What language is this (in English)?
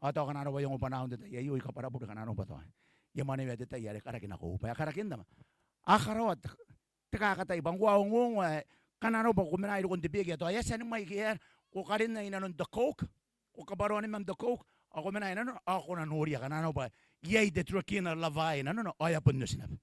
Gilbertese